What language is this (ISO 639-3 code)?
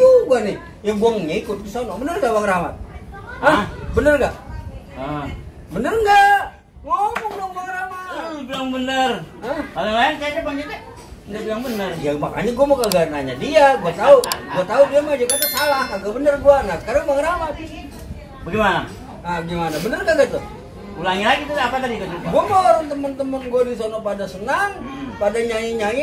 bew